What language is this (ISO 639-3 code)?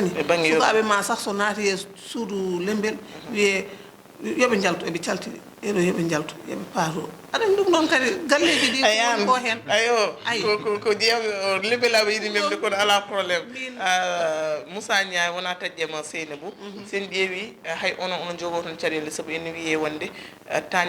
ful